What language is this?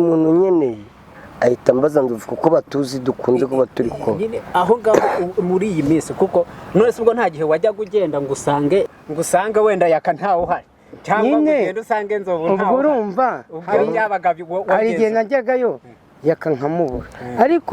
Kinyarwanda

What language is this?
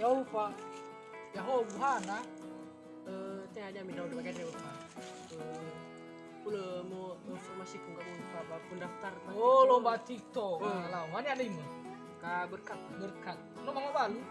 Nias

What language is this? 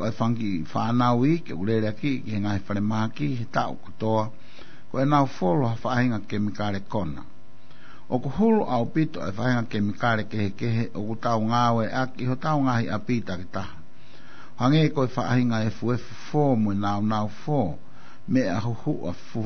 Tongan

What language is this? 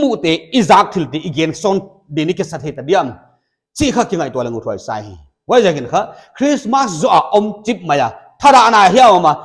Paite Chin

